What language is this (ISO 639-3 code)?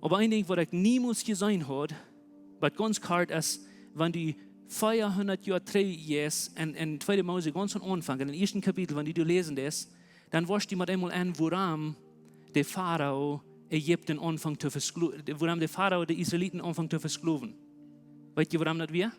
pdt